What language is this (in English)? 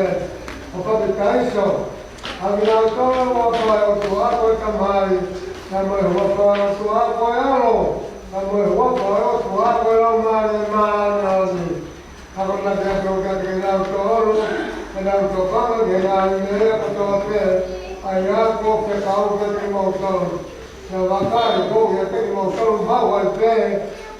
Tongan